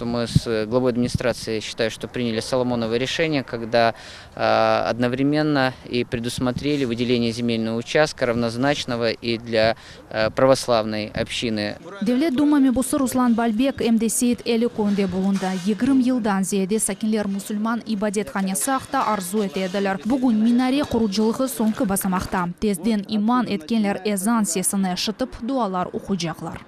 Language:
Crimean Tatar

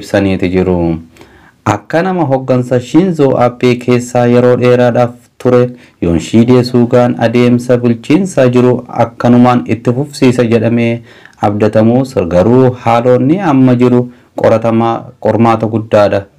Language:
Oromo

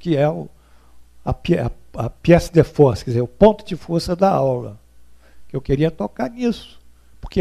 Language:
Portuguese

